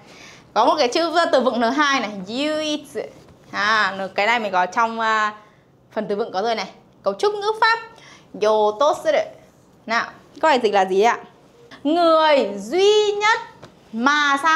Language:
Vietnamese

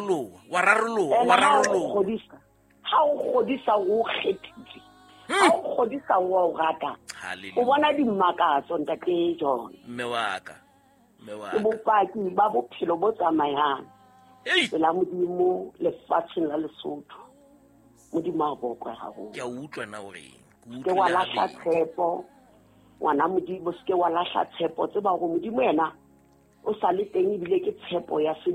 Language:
Southern Sotho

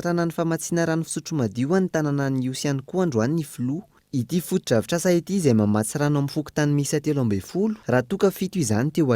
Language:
Malagasy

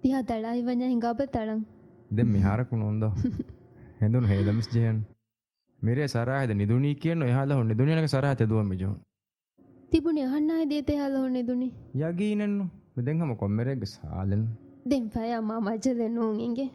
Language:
Divehi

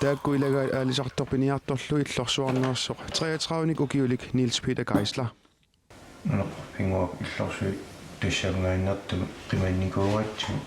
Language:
Kalaallisut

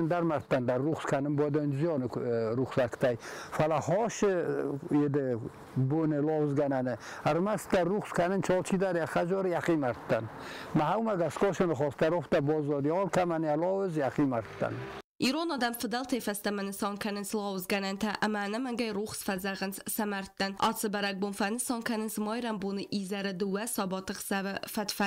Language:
Ossetic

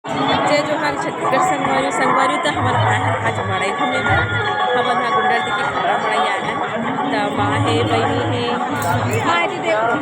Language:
Chhattisgarhi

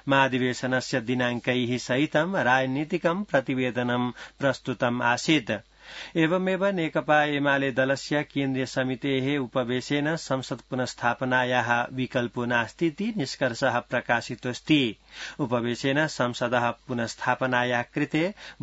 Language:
Sanskrit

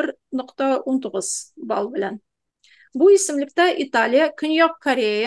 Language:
Tatar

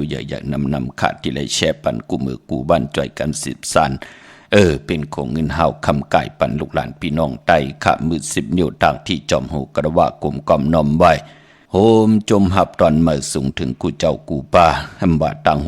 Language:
Shan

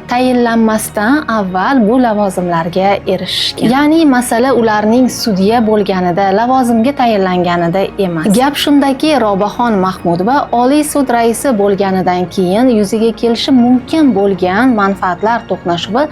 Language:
Uzbek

